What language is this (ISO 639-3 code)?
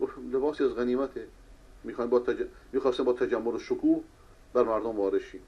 fas